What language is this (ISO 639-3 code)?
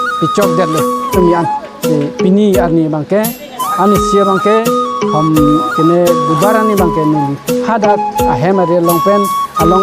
mjw